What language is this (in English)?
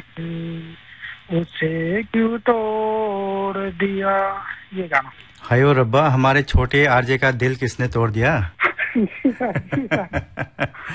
Hindi